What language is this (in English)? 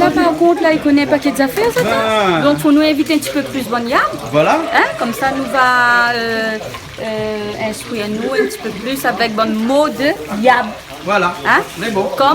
Réunion Creole French